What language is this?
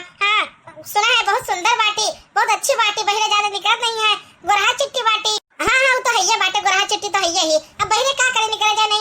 Awadhi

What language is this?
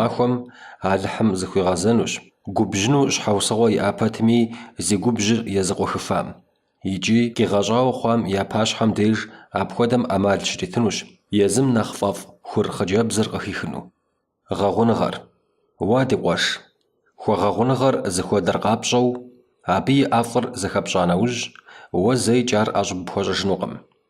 Kabardian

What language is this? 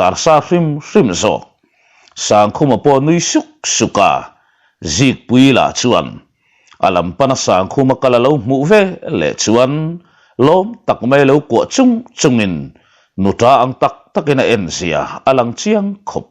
Mizo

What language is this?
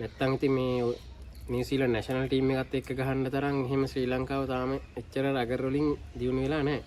Sinhala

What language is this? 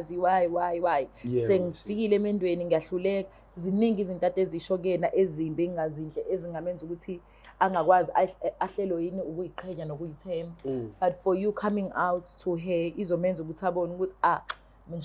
Zulu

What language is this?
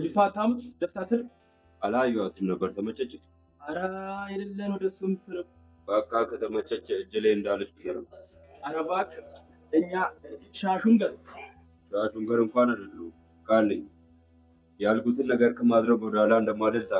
Amharic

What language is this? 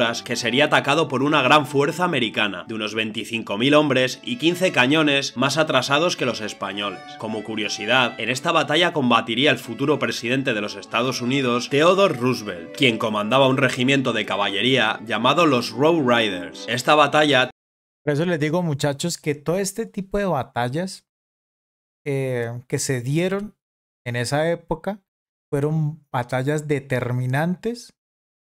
Spanish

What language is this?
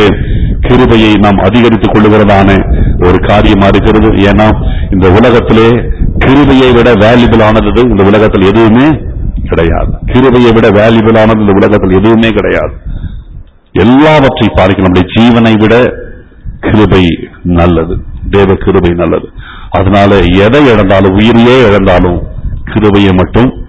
Tamil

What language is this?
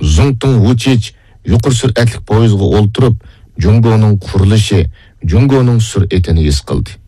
Uyghur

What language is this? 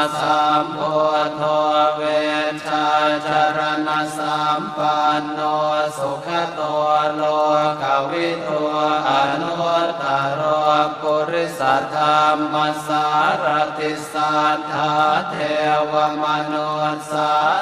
Pali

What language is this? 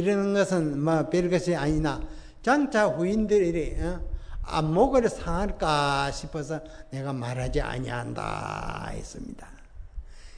Korean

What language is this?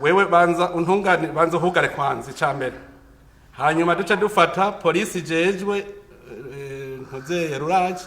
Rundi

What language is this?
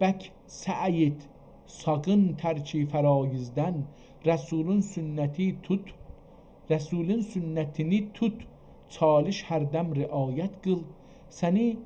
South Azerbaijani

